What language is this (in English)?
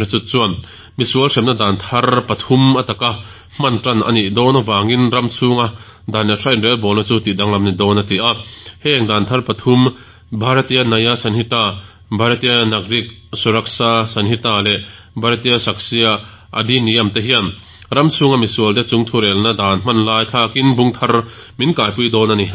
Mizo